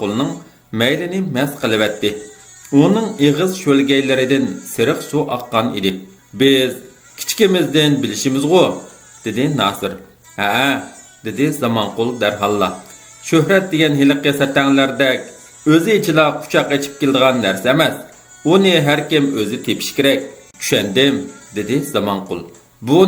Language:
Uyghur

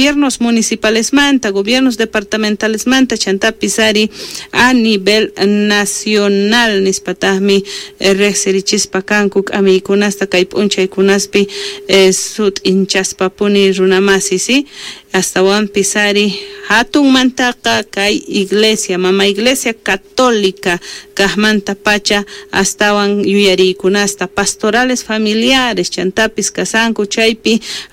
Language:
South Bolivian Quechua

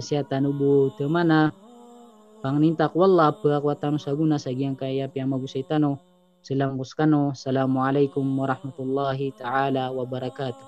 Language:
Maranao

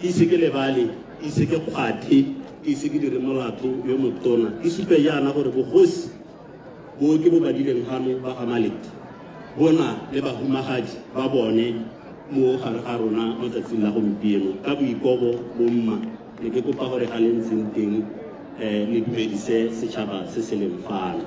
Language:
Tswana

